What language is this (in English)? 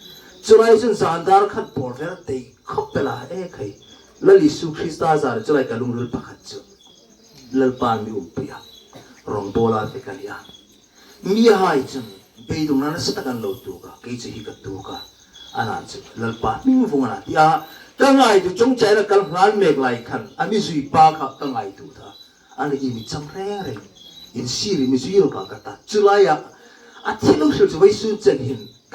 Hmar